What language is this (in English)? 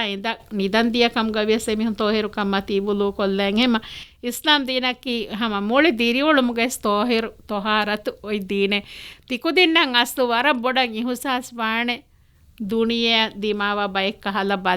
Divehi